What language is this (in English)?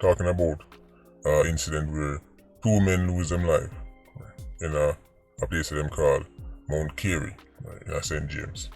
Jamaican Creole English